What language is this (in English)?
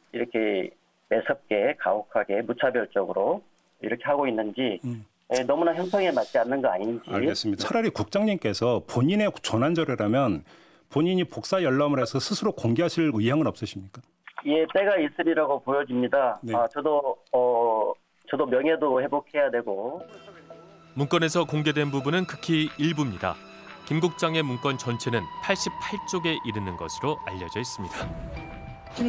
Korean